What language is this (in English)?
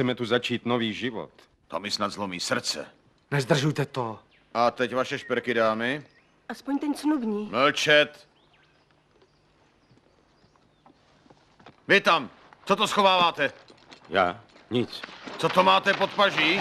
Czech